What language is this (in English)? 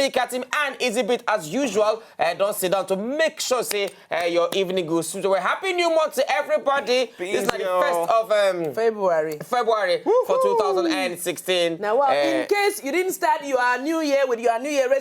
Nigerian Pidgin